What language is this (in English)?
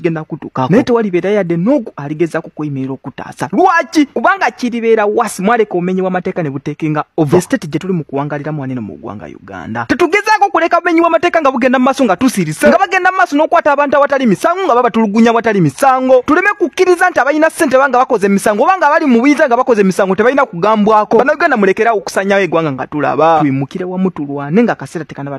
Ganda